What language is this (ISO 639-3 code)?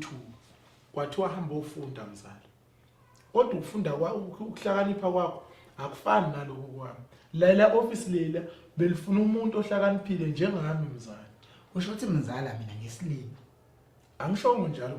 zul